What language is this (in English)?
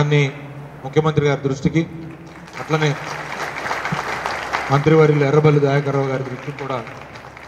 Telugu